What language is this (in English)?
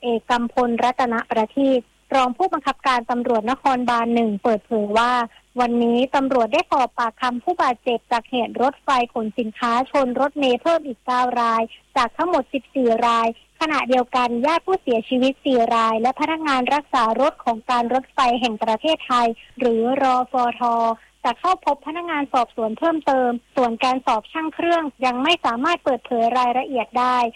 Thai